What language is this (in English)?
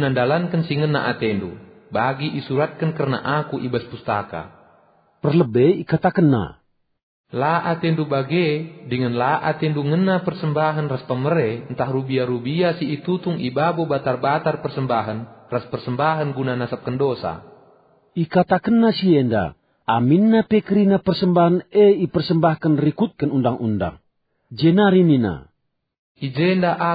Batak Karo